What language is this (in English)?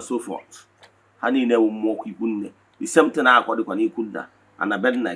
Igbo